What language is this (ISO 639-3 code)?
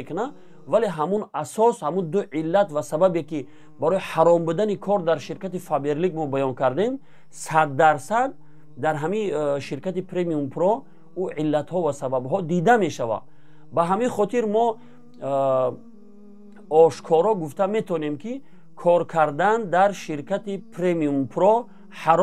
tgk